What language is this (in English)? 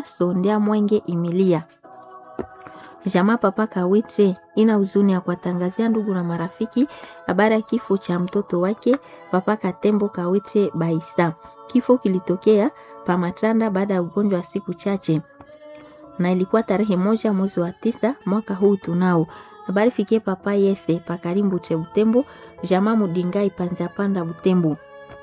Swahili